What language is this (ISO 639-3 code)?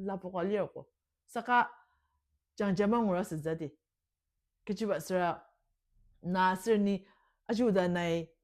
njo